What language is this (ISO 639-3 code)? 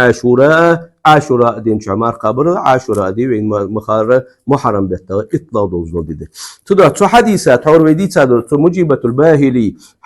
inh